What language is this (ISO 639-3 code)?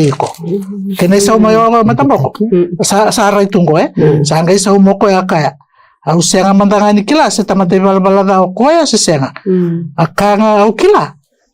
fij